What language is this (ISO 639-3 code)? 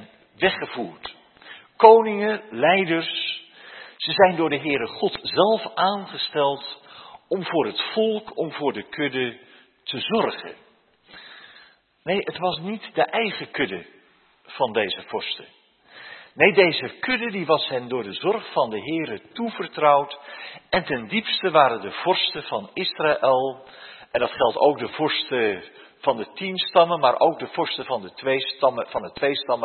nld